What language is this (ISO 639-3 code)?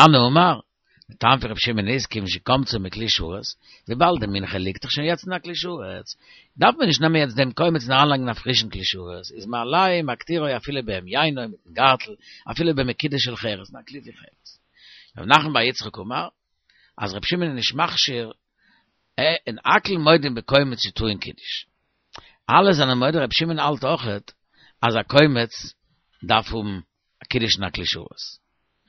yid